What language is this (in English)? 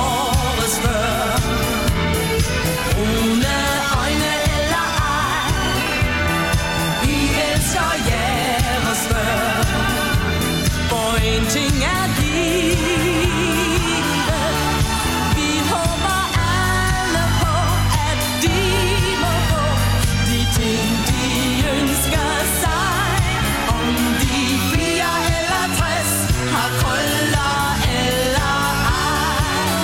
Danish